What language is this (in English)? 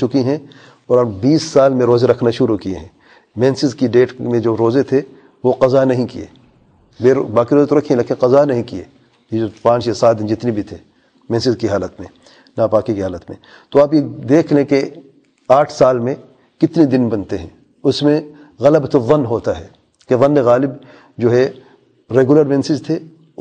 Urdu